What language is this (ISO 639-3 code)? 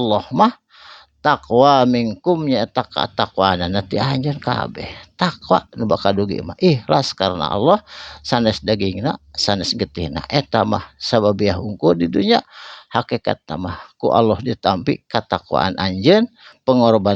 sun